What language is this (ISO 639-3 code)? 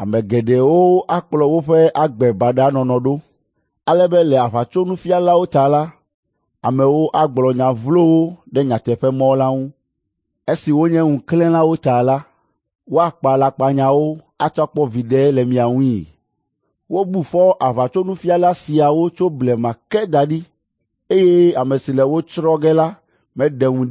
ewe